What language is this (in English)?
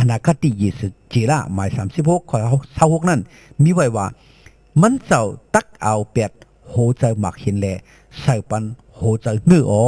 Shan